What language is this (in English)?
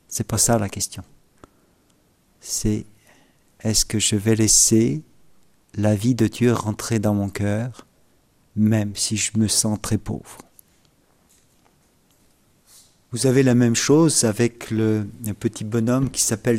French